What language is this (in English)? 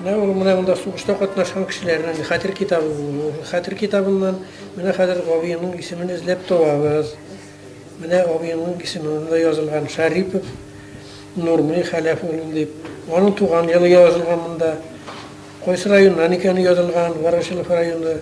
Tatar